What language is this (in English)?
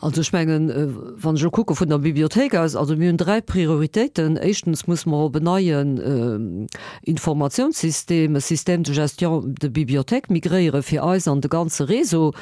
Luxembourgish